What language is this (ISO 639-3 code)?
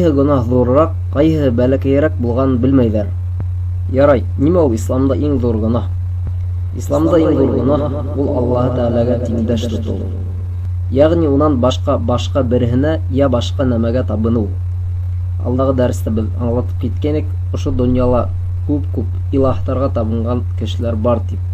bak